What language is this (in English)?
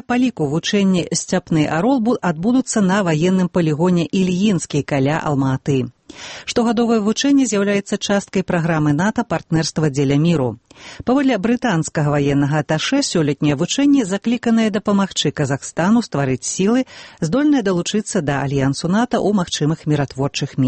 Belarusian